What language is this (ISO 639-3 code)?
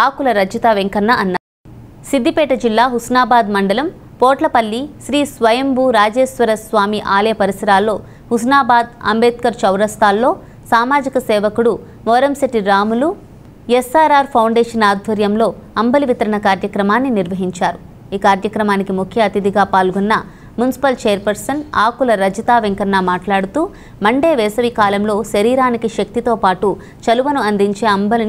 tel